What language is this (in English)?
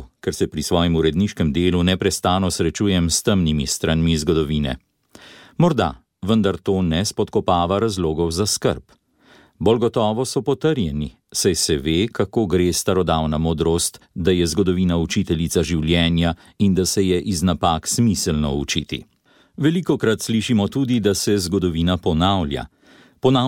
Slovenian